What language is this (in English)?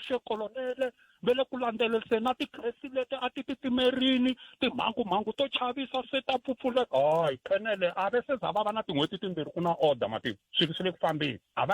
Tsonga